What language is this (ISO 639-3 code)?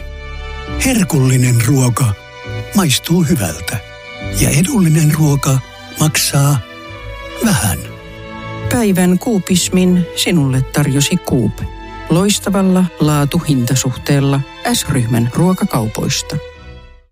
fin